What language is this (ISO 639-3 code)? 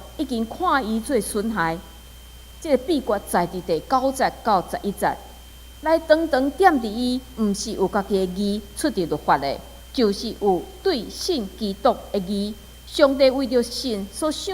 nan